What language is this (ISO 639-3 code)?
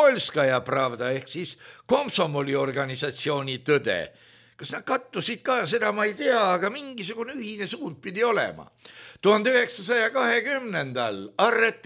est